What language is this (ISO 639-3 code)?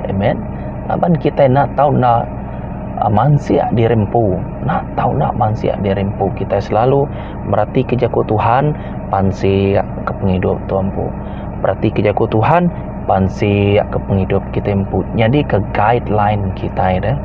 iba